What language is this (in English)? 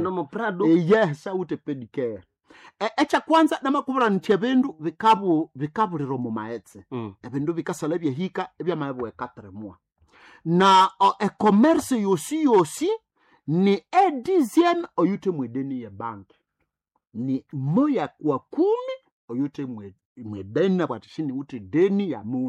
Nande